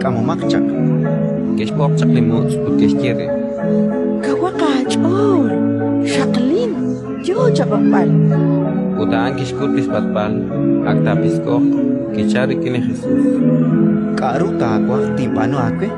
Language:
Kekchí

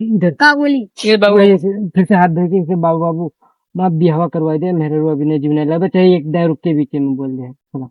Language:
Awadhi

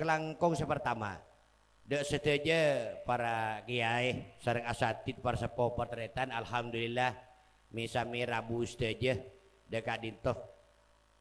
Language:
Madurese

